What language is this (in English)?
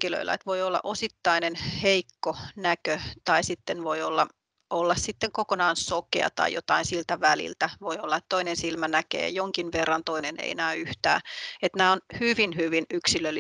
Finnish